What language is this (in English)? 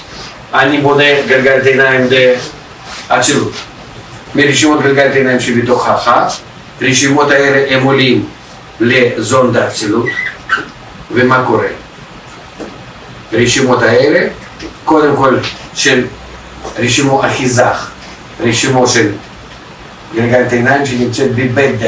Hebrew